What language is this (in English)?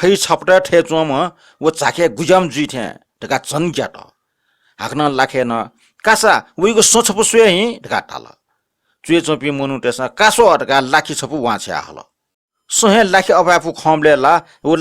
Newari